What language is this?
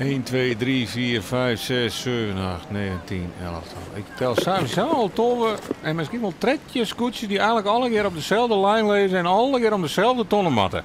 Western Frisian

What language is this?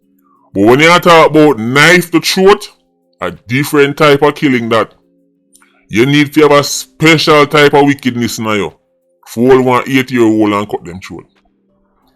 Jamaican Creole English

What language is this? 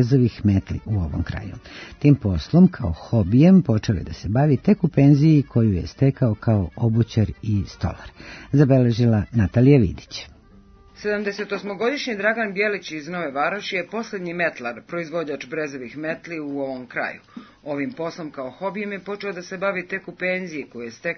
Serbian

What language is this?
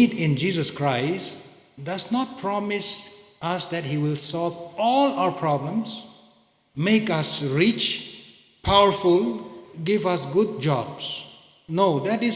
Tangkhul Naga (India)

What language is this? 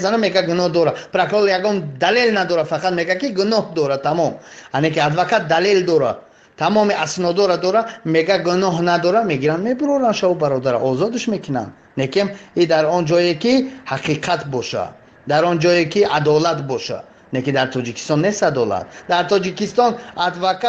Tajik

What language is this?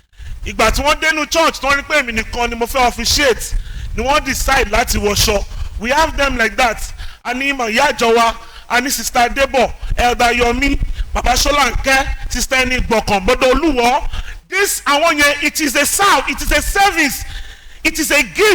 Yoruba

